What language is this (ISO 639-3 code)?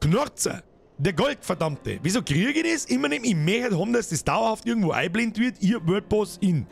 bar